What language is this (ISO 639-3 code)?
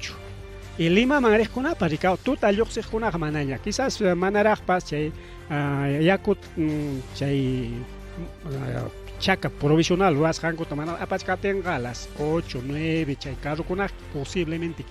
quy